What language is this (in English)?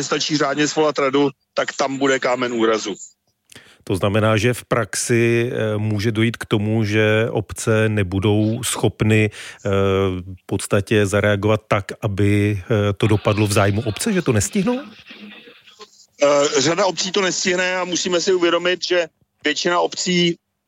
Czech